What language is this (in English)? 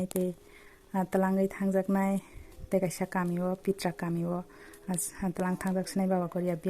Kok Borok